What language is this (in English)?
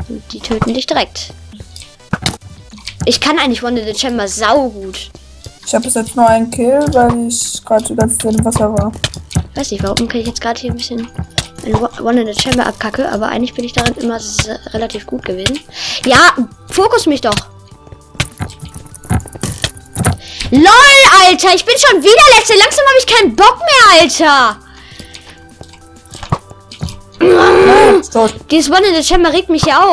German